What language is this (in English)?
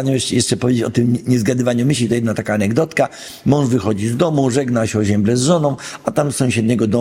Polish